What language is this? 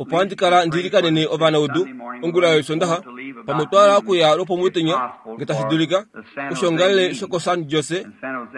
Kuanyama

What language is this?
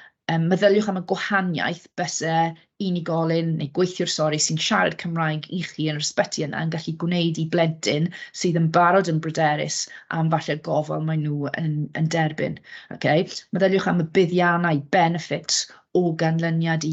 Welsh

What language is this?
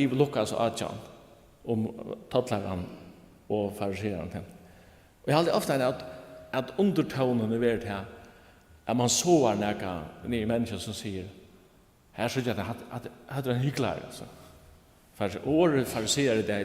Faroese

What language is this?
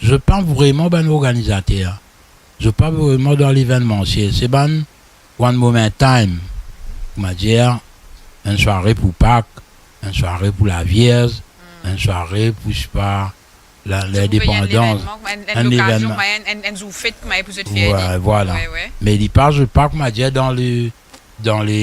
Morisyen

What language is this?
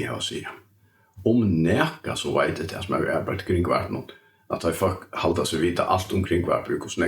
Faroese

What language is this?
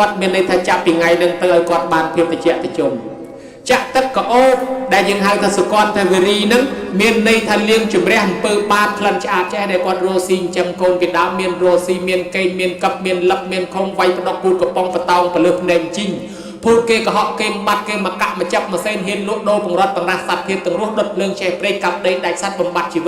Khmer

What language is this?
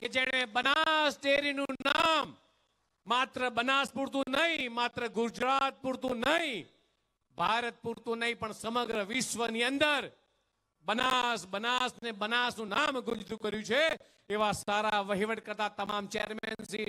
Gujarati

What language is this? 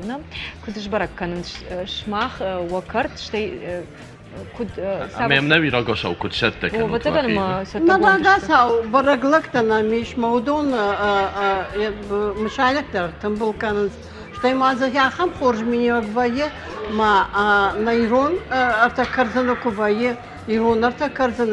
Ossetic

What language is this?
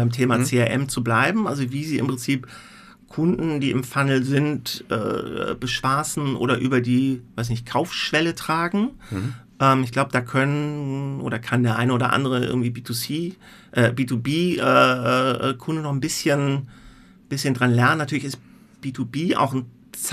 German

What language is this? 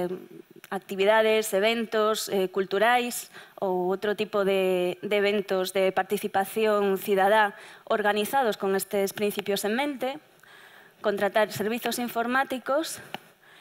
Galician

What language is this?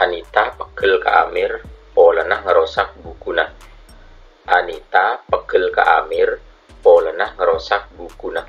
Madurese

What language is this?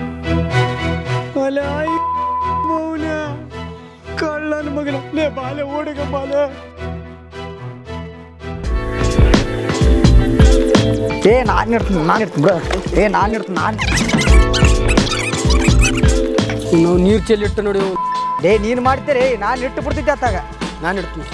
Kannada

